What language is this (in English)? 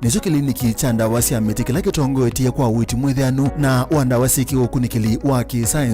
Kamba